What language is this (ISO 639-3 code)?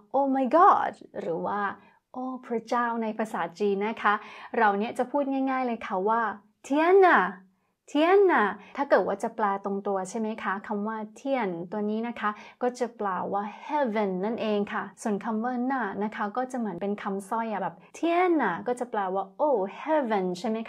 tha